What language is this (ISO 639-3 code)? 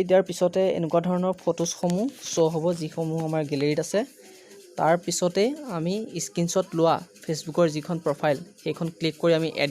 asm